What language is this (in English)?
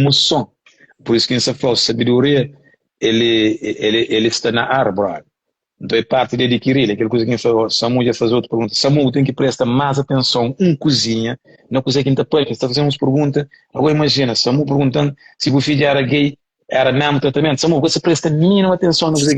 Kabuverdianu